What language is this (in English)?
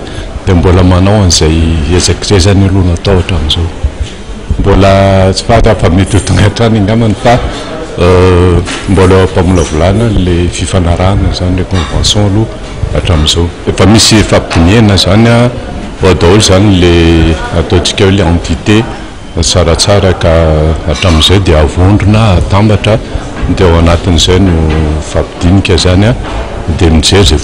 Malagasy